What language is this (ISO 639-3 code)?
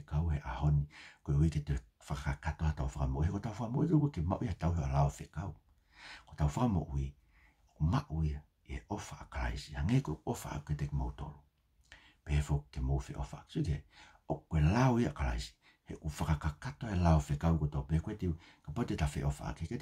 ton